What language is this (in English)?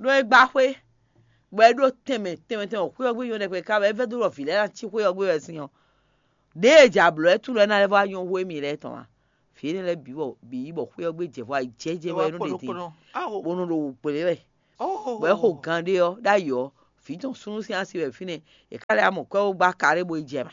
Fon